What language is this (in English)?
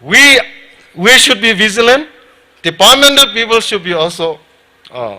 Tangkhul Naga (India)